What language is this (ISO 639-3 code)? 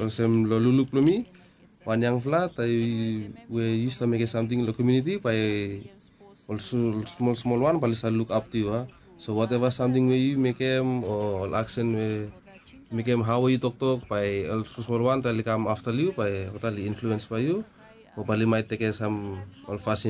bis